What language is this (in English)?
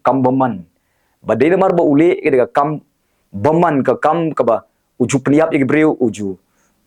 Khasi